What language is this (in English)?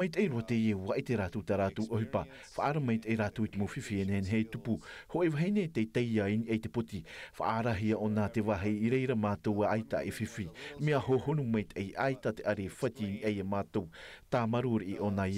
Tahitian